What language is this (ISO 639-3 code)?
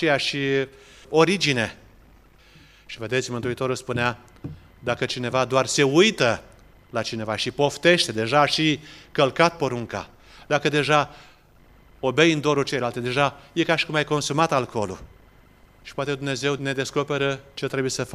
ron